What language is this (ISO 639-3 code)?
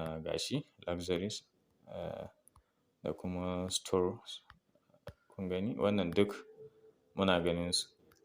hau